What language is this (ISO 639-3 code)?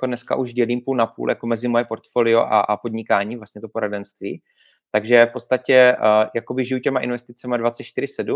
ces